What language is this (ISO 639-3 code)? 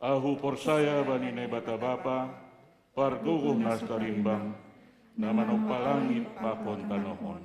bts